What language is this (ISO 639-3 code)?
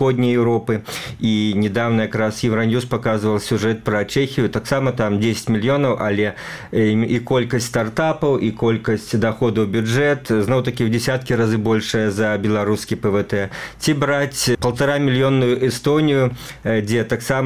bel